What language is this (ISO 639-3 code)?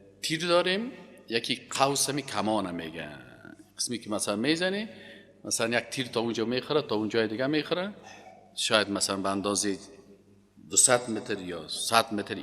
fas